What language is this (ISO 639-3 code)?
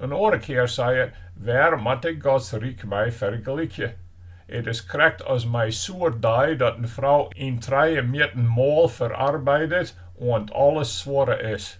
fry